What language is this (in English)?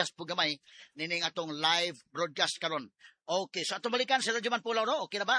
Cebuano